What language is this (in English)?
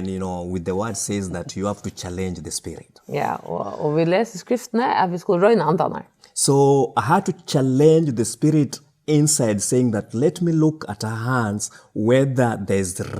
Faroese